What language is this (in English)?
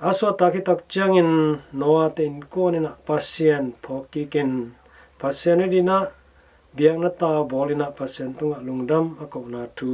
Tedim Chin